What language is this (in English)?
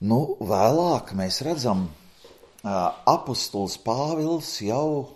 Latvian